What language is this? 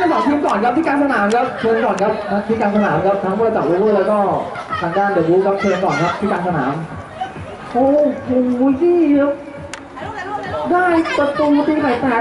Thai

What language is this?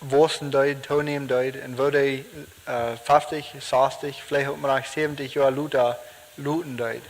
Plautdietsch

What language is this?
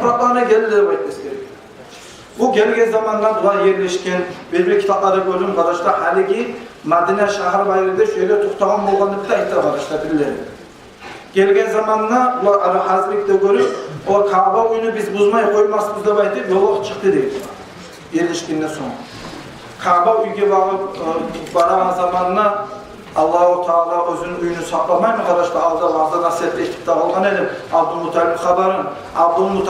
Kumyk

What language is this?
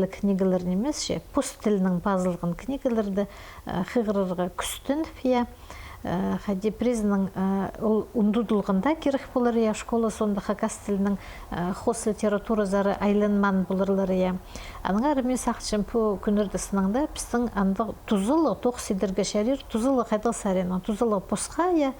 Khakas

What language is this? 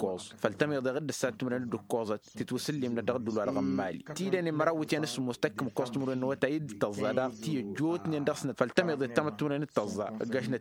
Tamasheq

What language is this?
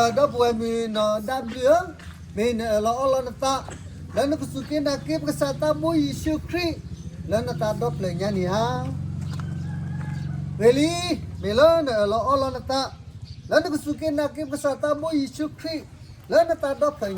S'gaw Karen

